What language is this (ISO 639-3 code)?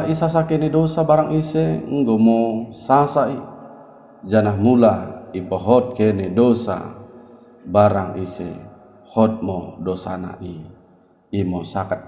btd